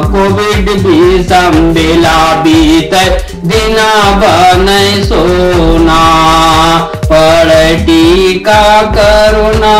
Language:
Bhojpuri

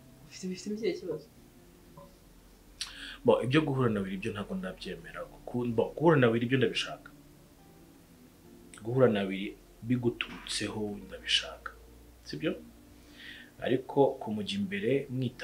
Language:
Kinyarwanda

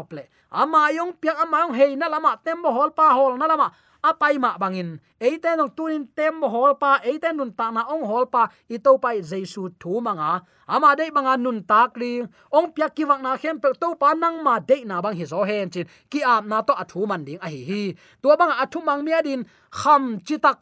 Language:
Tedim Chin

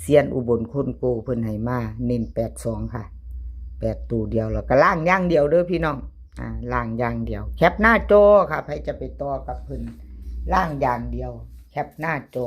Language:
Northeastern Thai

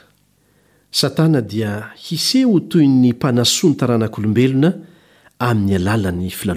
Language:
Malagasy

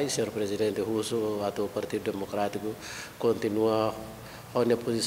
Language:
Tetum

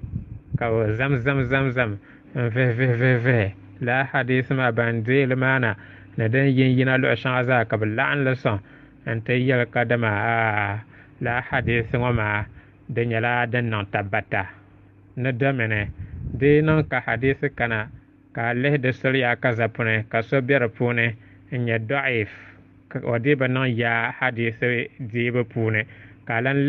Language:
Dagbani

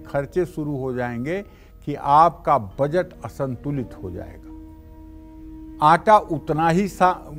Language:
Hindi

